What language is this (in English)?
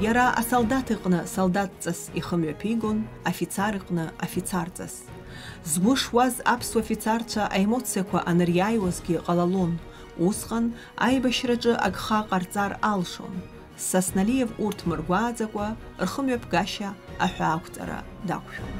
Abkhazian